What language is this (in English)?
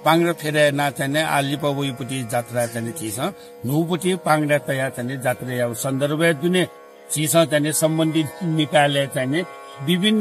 Newari